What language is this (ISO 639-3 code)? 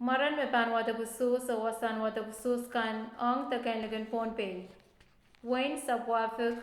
pon